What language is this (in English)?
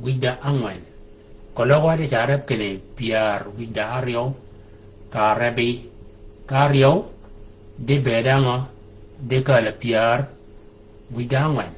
Shilluk